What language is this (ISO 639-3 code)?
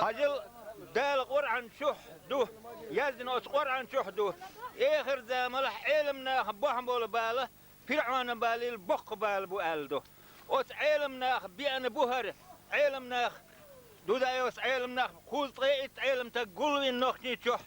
che